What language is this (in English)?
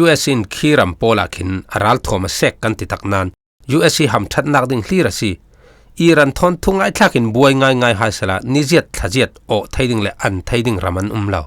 Falam Chin